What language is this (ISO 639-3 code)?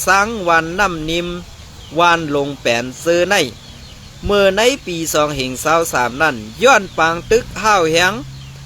shn